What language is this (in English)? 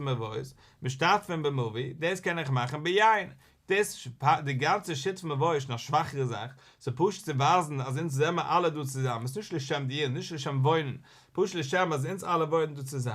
Yiddish